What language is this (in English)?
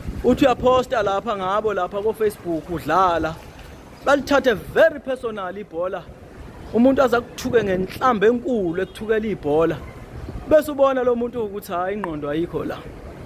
Zulu